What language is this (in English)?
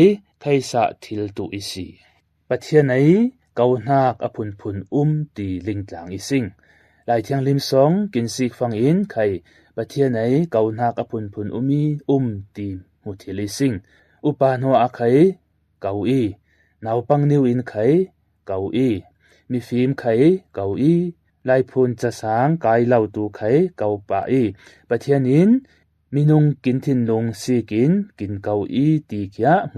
Falam Chin